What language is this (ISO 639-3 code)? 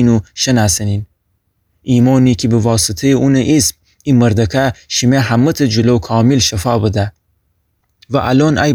glk